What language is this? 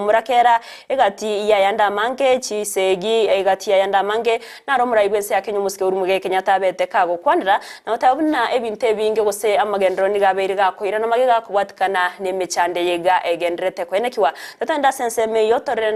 Gusii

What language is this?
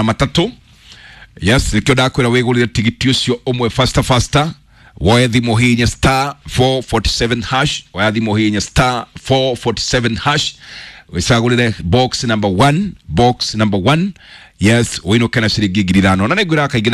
Kikuyu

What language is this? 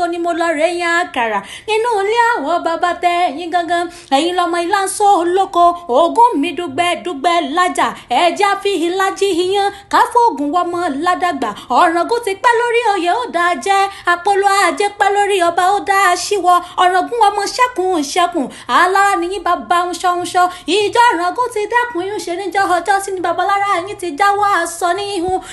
Yoruba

